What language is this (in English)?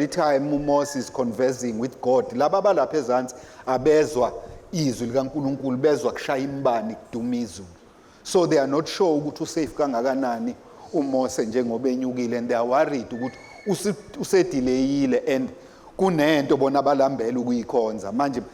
Zulu